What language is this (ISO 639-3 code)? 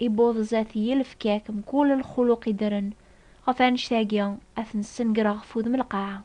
kab